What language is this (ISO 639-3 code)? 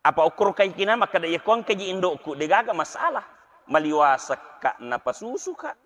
bug